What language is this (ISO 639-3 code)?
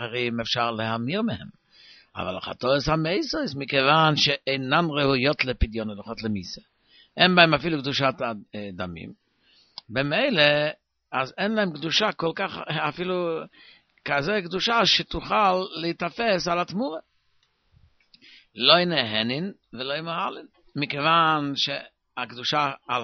heb